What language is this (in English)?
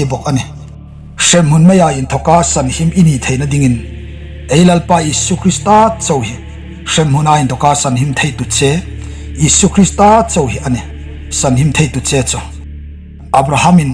Hmar